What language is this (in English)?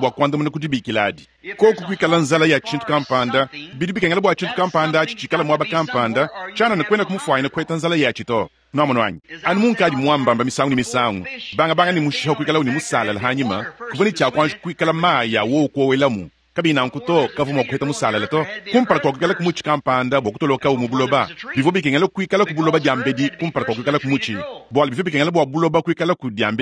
Luba-Lulua